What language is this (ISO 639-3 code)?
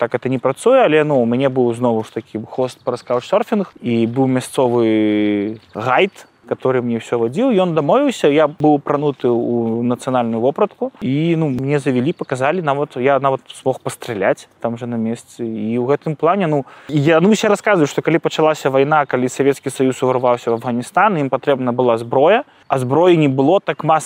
bel